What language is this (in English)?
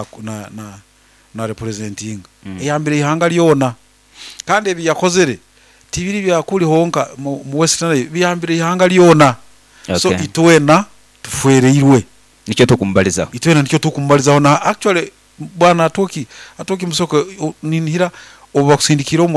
Nyoro